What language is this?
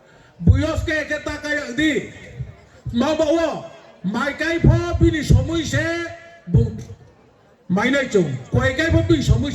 Riang (India)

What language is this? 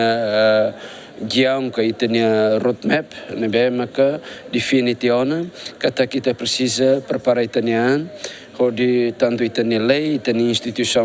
Tetum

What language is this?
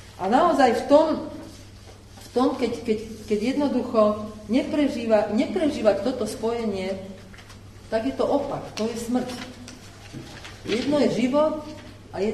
Slovak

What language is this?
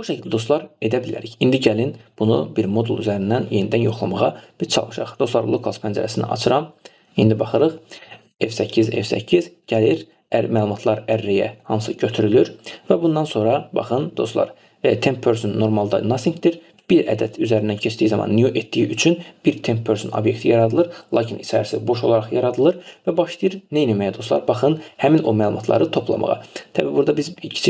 Azerbaijani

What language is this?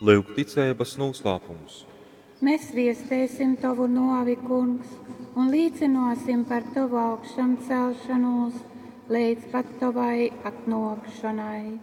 Latgalian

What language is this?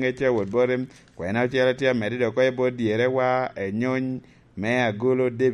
Lango (Uganda)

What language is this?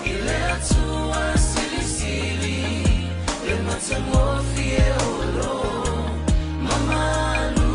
Samoan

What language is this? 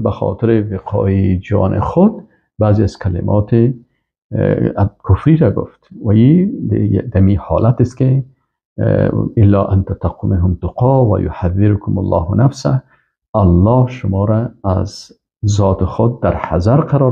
Persian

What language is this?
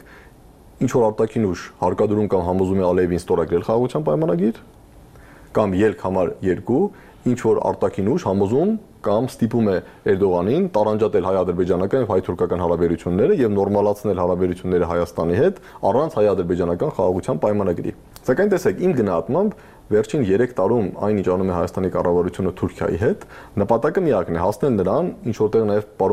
Armenian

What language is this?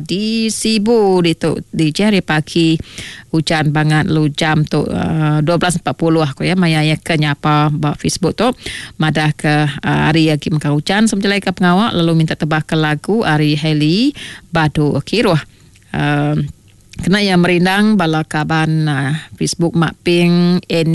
Iban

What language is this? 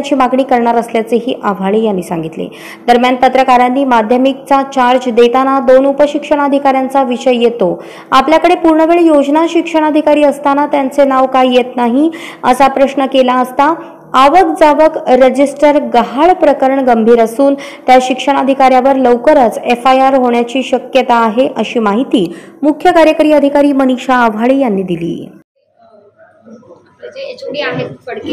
Marathi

